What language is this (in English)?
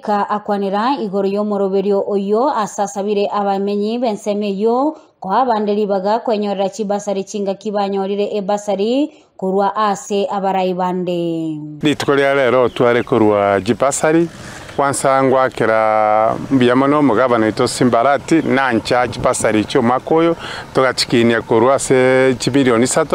Gusii